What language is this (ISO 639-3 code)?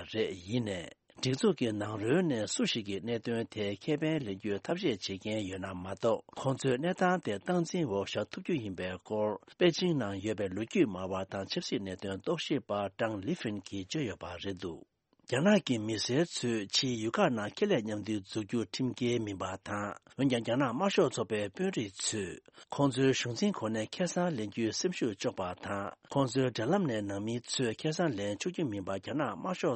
bod